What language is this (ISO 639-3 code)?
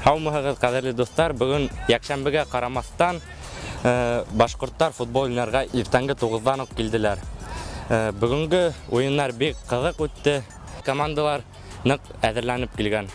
bak